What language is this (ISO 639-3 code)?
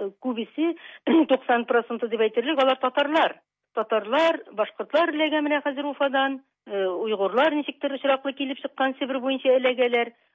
tat